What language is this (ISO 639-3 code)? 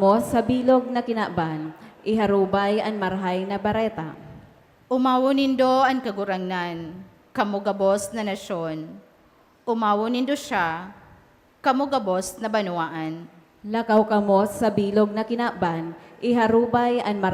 bik